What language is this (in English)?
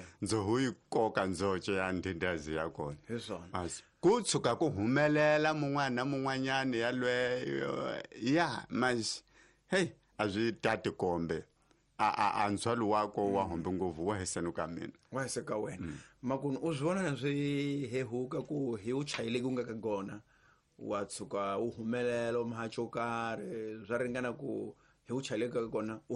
Tsonga